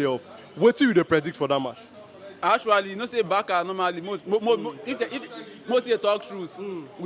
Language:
Nigerian Pidgin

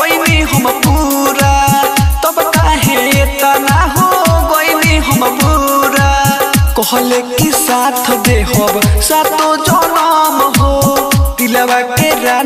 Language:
Bhojpuri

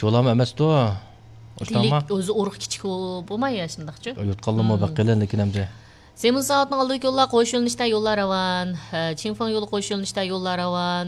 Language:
Uyghur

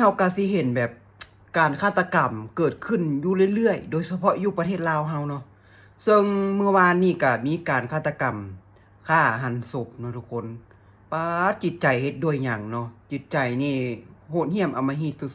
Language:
Lao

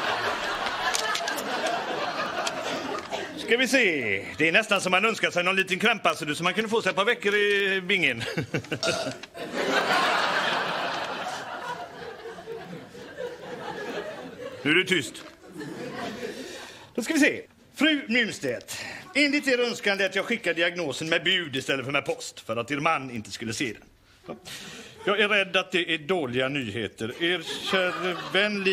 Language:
Swedish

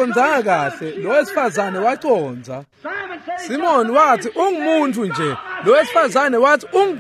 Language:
Swati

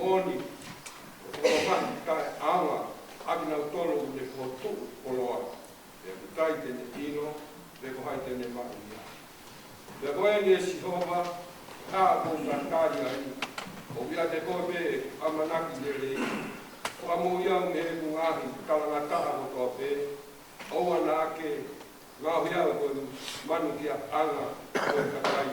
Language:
Tongan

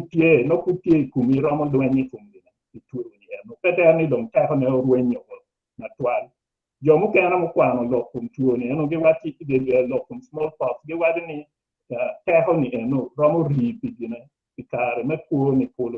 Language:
Acoli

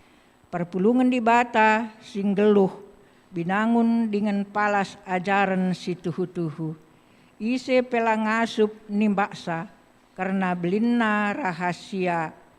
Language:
Batak Karo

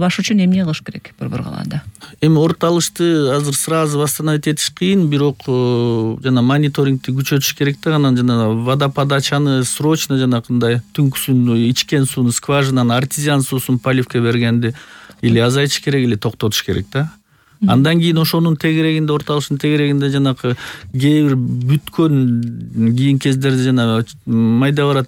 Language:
Kyrgyz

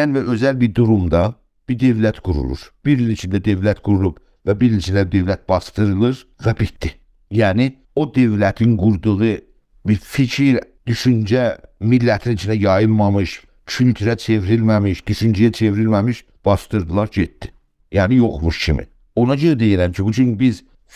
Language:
South Azerbaijani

